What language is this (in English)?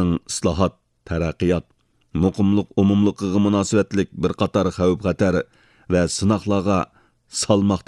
Uyghur